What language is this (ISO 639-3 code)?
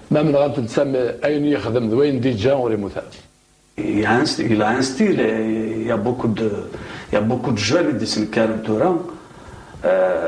kab